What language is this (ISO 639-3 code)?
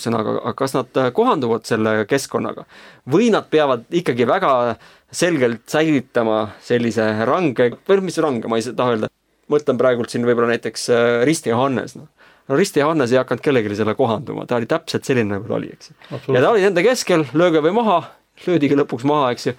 est